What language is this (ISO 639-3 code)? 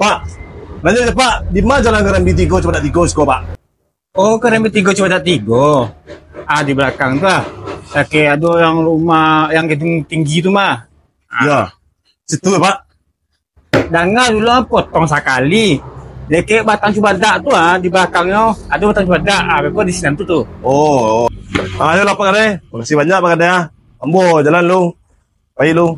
min